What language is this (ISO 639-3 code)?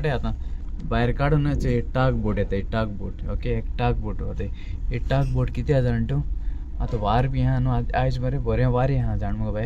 kok